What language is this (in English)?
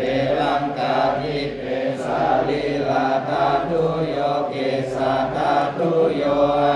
Pali